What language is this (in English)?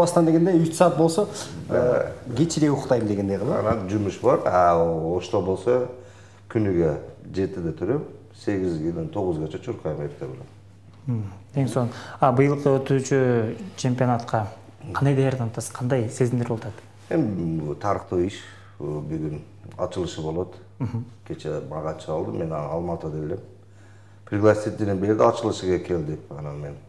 Kyrgyz